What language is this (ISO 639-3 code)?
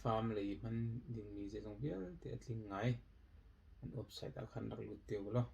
cnh